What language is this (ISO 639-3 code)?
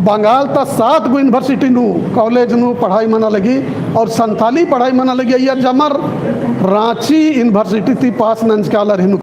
kru